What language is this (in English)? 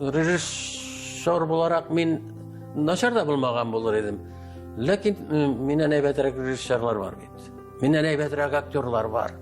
Tatar